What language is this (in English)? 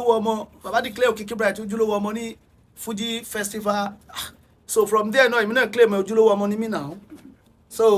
Yoruba